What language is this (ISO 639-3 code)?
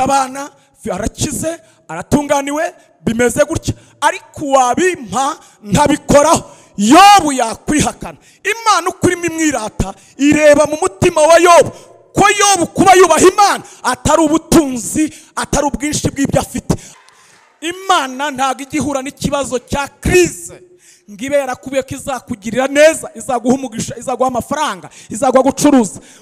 kin